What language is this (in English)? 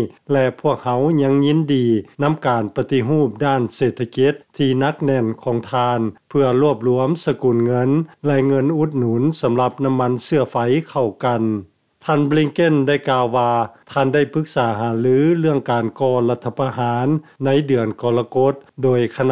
Lao